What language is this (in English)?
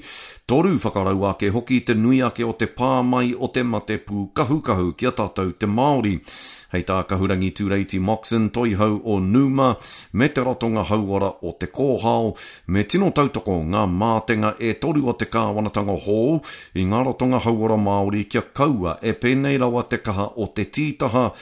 Māori